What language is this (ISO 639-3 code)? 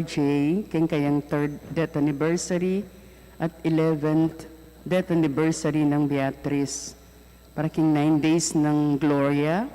pam